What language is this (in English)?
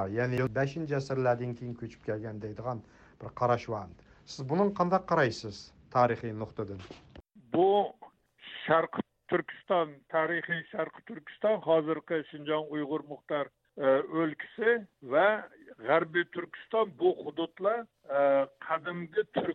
Uyghur